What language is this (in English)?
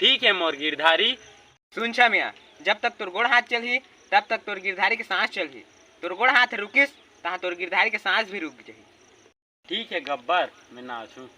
Chhattisgarhi